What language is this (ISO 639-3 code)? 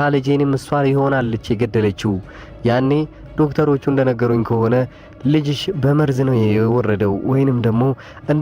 amh